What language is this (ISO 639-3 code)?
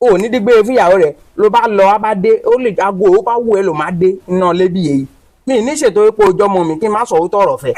yor